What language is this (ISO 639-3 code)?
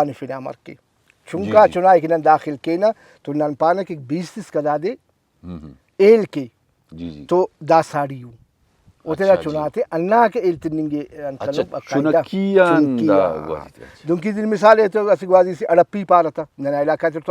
brh